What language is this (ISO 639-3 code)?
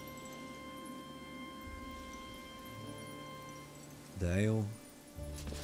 hun